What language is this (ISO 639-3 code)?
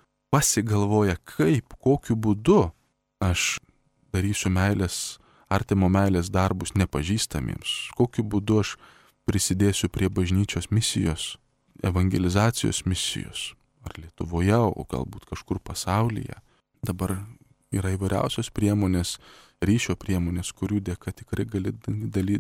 lit